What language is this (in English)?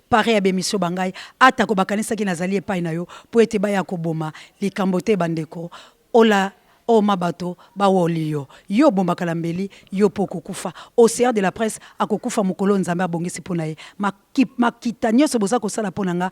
Lingala